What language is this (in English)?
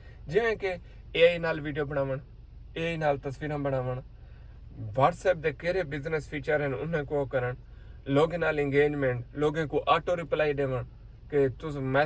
Saraiki